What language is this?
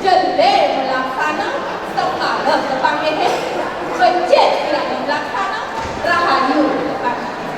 Balinese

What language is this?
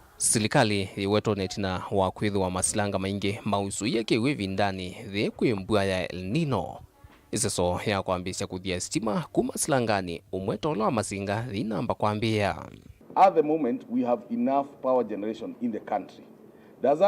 Kamba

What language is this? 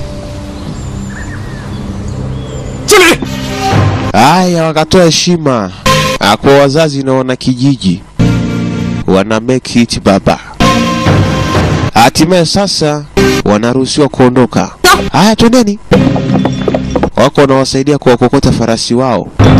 Swahili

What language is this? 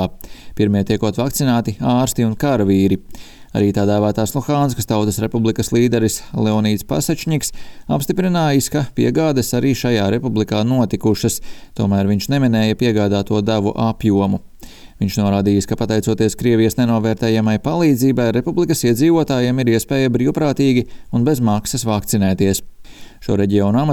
Latvian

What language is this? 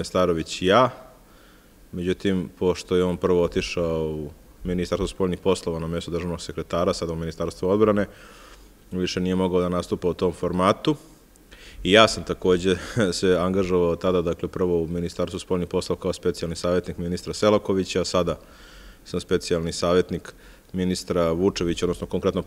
Serbian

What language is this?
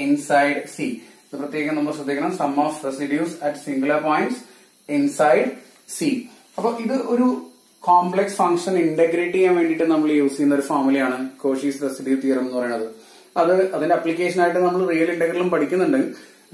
Malayalam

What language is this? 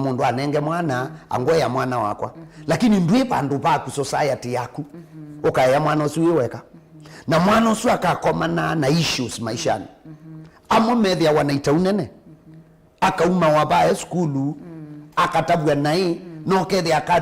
Kamba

